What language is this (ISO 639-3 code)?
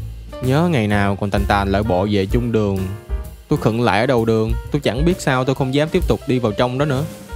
vie